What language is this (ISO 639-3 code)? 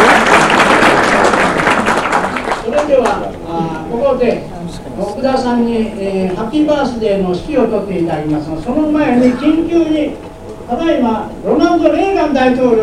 jpn